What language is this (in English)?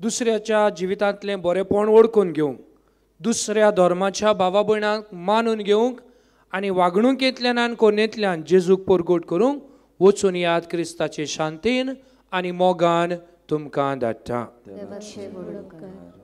Konkani